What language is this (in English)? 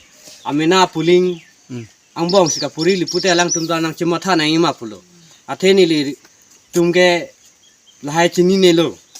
Karbi